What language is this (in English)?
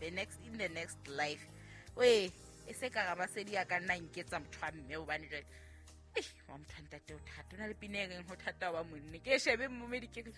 Southern Sotho